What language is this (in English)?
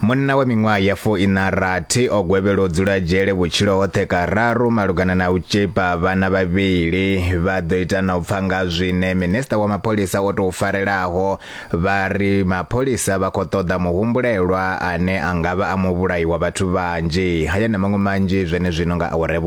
Venda